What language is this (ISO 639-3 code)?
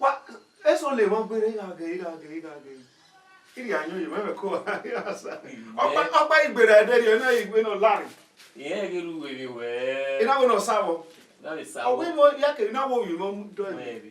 bin